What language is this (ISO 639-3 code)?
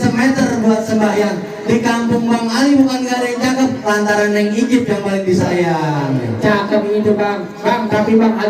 bew